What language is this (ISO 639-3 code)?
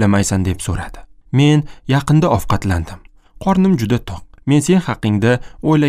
uzb